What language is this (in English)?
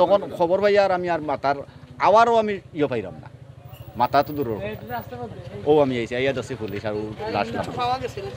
Sylheti